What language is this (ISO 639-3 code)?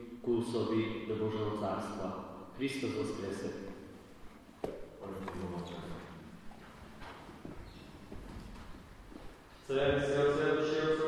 slk